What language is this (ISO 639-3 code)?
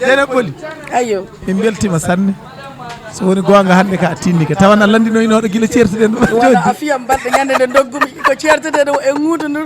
ful